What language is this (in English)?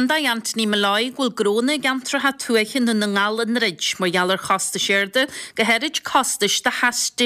Irish